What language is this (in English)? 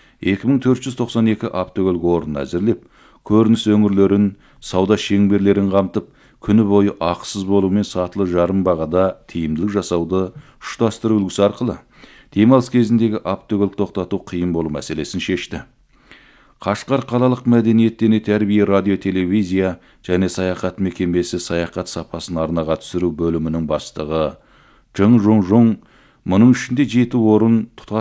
Kazakh